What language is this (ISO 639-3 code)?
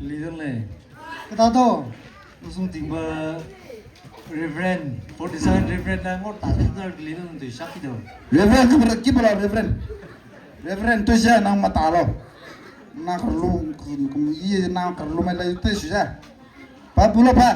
nma